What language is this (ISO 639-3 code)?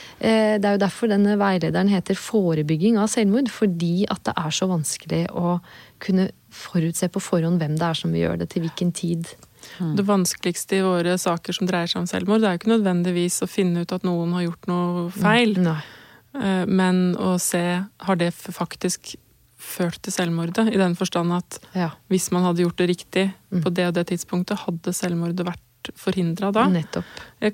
nor